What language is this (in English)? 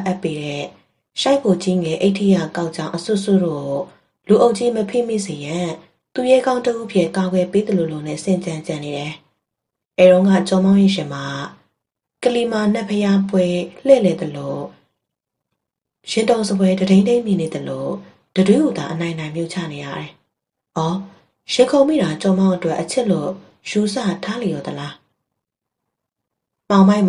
Burmese